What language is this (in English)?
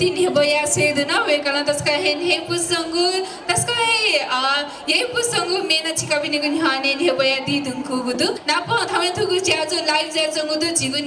Newari